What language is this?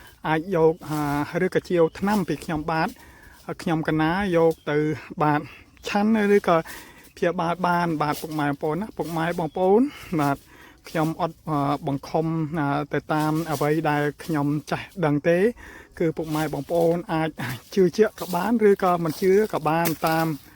Khmer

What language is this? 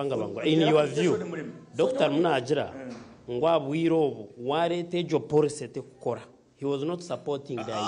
Nyankole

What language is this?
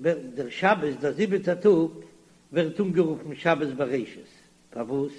Yiddish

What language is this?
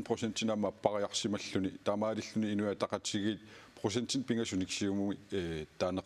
Kalaallisut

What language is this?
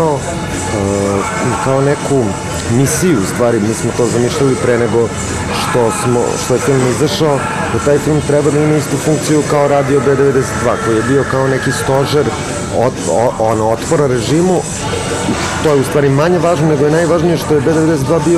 Serbian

